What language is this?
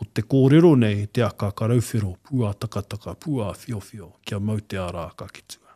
Māori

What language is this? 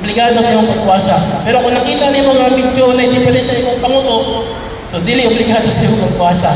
Cebuano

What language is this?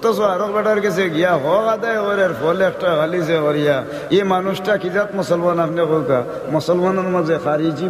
Sylheti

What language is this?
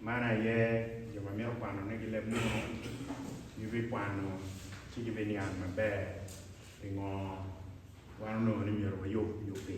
Acoli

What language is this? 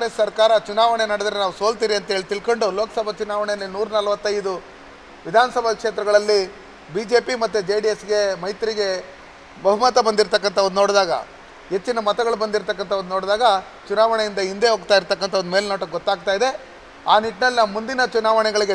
Kannada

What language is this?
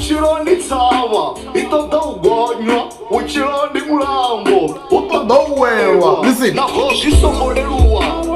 Venda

